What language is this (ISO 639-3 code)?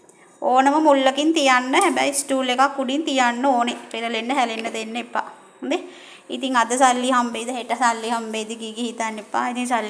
sin